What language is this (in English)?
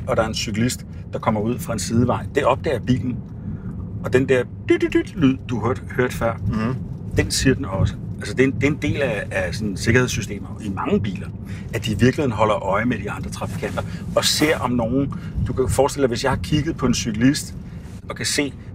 Danish